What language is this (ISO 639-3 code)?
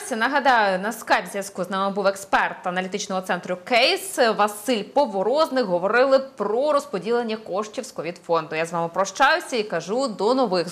ukr